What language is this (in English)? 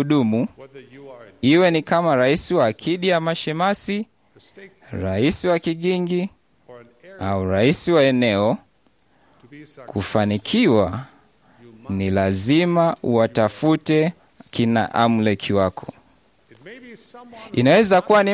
Swahili